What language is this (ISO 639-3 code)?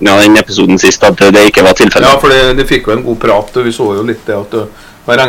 nor